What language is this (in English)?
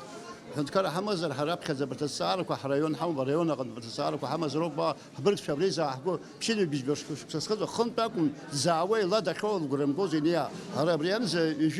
Abkhazian